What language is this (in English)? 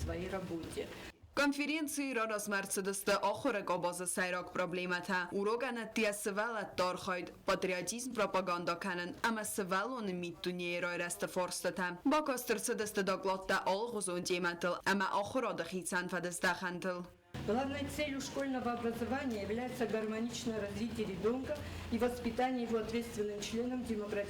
Ossetic